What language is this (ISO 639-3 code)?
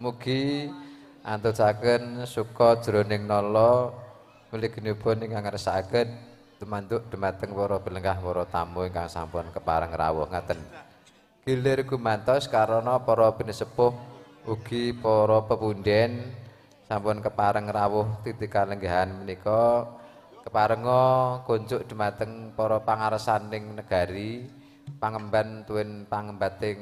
jav